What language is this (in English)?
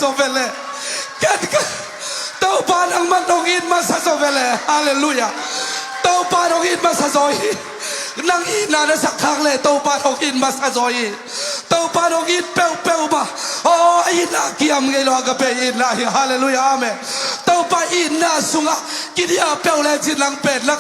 Tedim Chin